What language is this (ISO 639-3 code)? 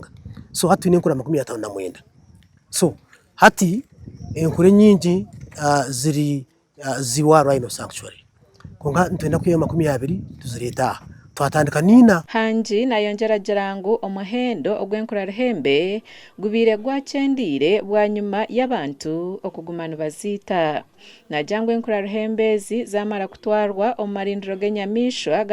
nyn